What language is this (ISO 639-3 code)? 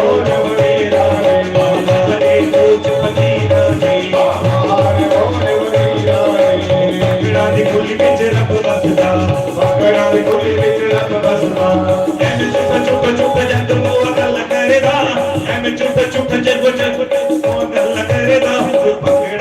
doi